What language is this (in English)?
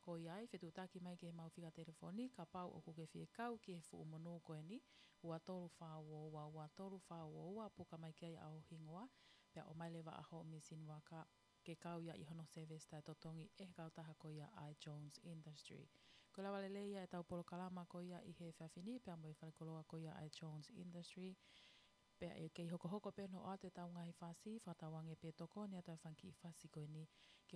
Tongan